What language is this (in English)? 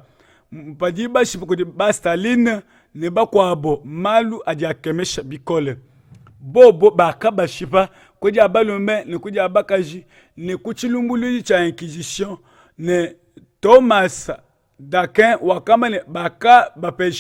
Luba-Lulua